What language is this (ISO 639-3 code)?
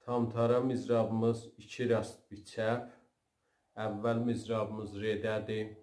azb